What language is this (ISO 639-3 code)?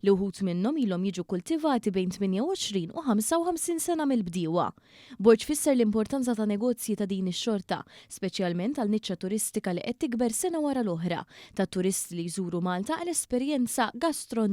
mlt